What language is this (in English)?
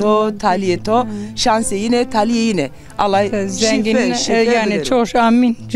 Zaza